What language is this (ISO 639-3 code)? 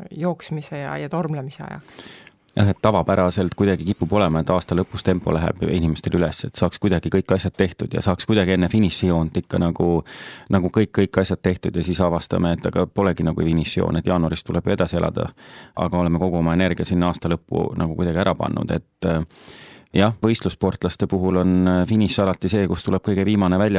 est